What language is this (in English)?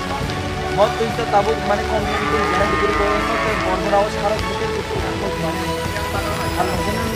Kok Borok